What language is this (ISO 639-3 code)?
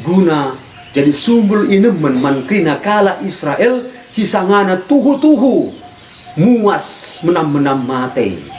btx